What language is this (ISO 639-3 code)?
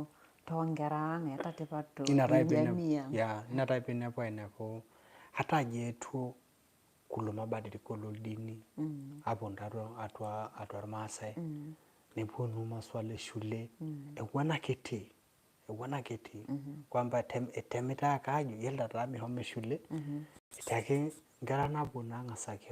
mas